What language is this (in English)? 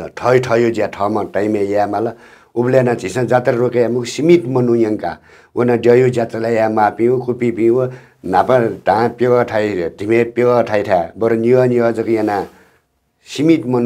Newari